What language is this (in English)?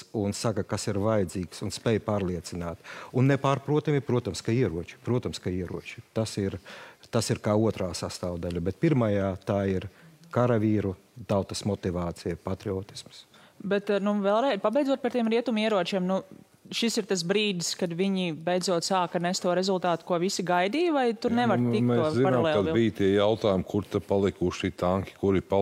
Latvian